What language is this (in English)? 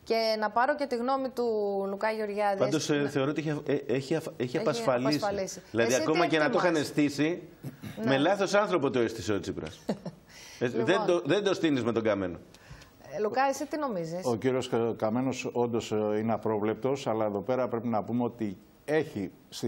Greek